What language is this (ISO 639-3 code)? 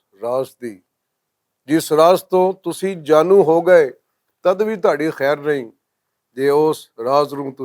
lah